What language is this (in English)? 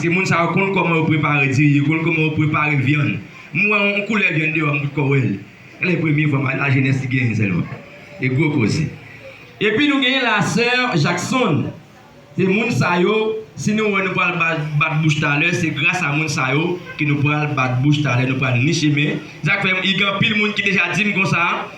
Haitian Creole